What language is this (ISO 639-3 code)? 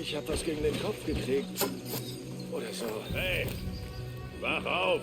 bar